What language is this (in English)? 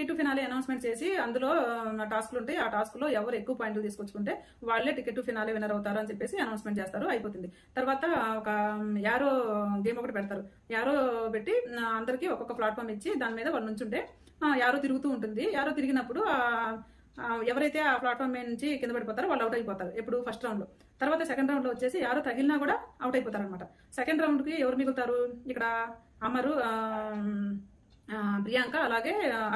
Telugu